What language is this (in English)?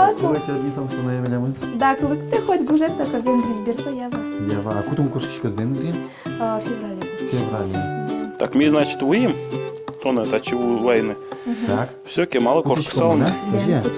Udmurt